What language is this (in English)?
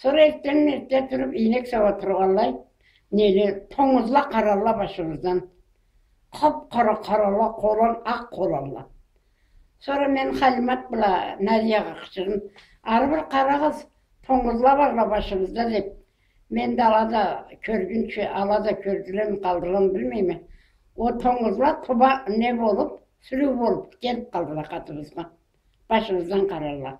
Karachay-Balkar